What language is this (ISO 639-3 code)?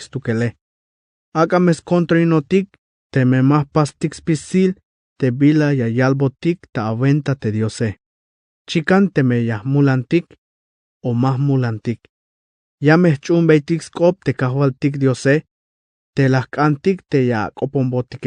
tzh